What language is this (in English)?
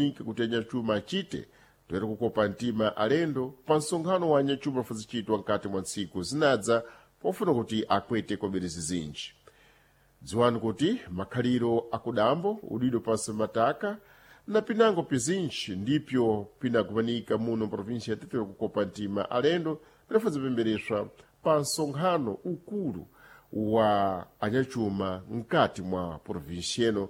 Sena